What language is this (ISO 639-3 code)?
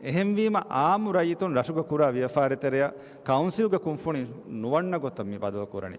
div